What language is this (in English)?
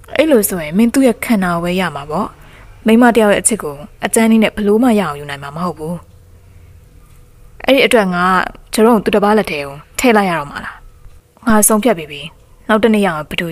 Burmese